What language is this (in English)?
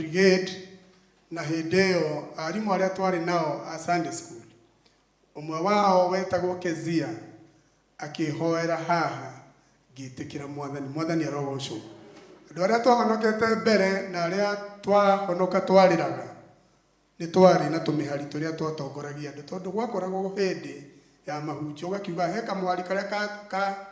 Kikuyu